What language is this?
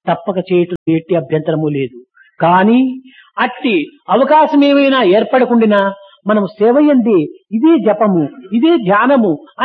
Telugu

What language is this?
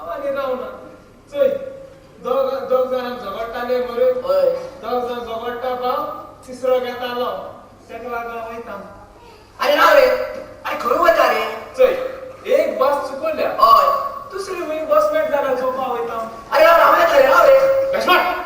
Konkani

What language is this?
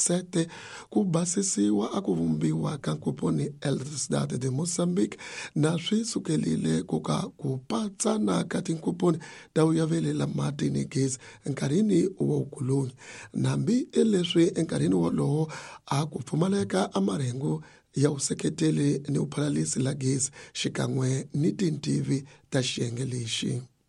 Tsonga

